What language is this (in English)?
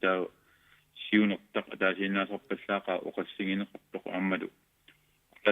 Kalaallisut